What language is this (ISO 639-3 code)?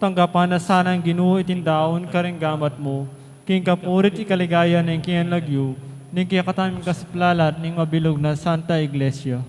pam